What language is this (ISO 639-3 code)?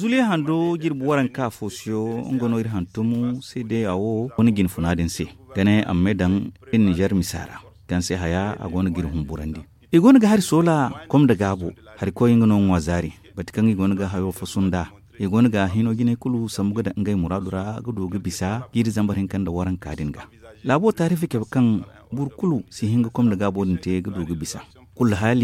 dje